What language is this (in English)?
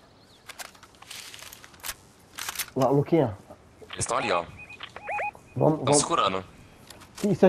Portuguese